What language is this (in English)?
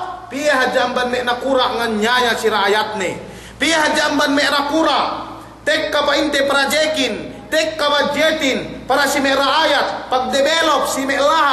Yakan